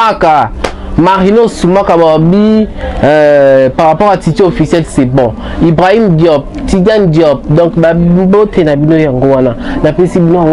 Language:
Lingala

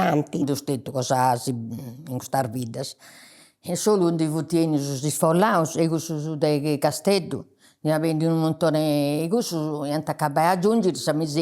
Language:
Sardinian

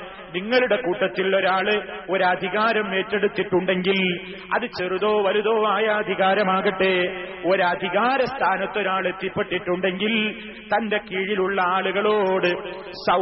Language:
Malayalam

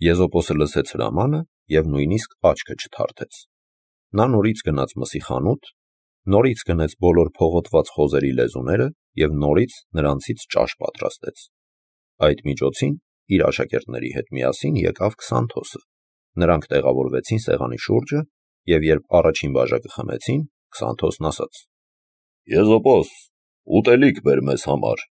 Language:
Armenian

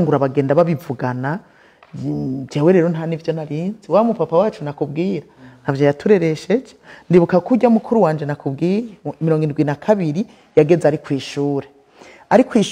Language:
Rundi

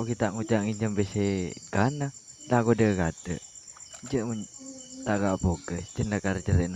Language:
Madurese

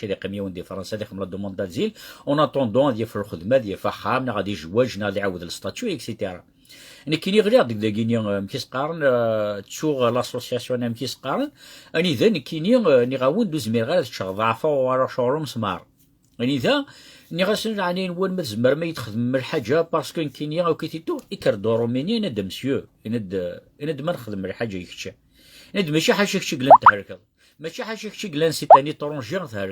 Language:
Kabyle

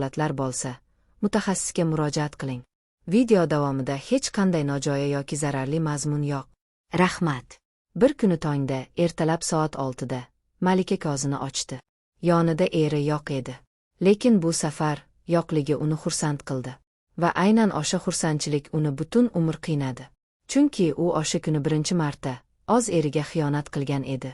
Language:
Uzbek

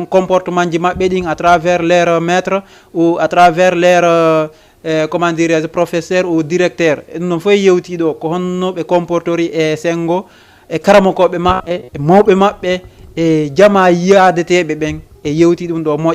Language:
Fula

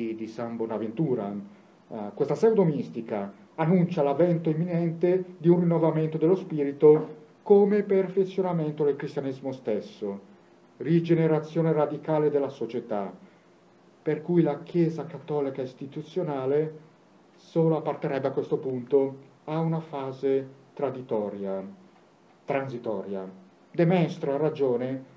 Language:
Italian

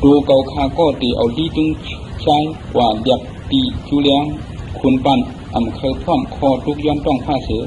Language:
Shan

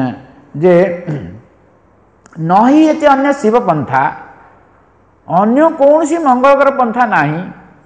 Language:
Odia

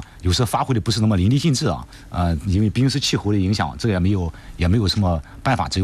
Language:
Chinese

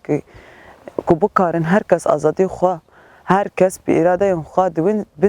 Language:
Kurdish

